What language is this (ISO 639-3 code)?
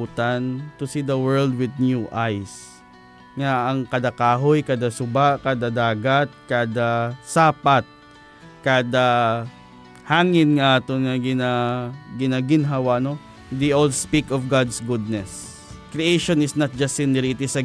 hil